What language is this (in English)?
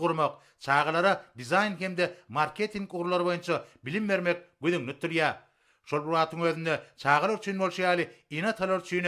Turkmen